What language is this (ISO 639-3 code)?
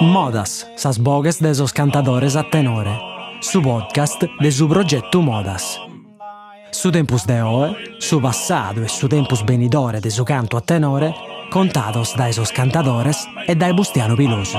srd